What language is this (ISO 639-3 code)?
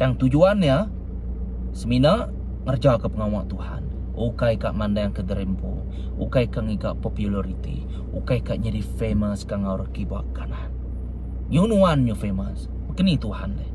iba